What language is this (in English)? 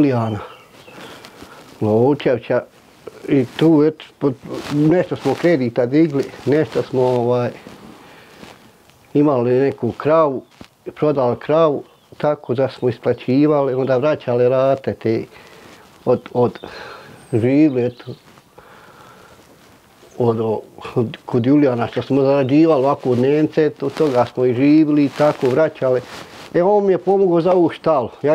Bosnian